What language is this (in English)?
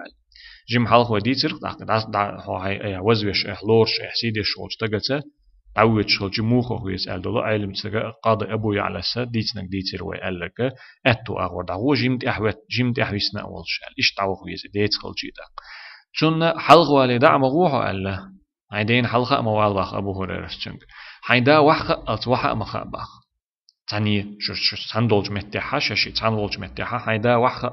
Chechen